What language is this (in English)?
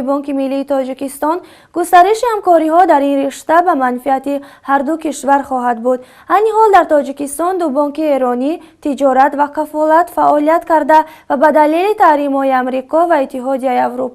Tajik